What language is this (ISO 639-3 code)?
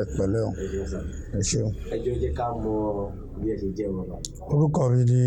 yor